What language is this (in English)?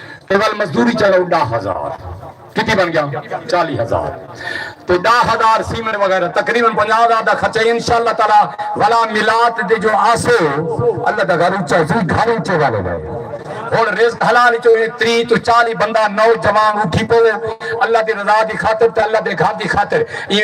Saraiki